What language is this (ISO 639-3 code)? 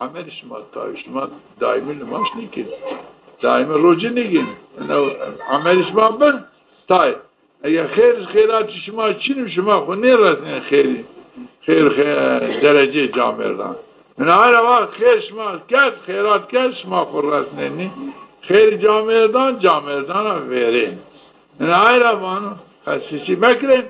zza